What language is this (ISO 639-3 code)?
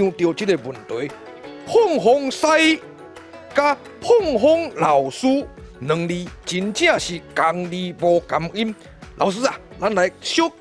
nan